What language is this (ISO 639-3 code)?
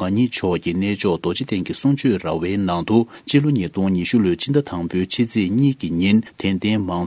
bod